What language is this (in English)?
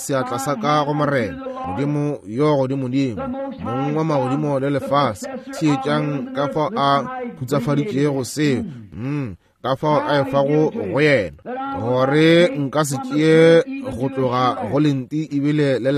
Northern Sotho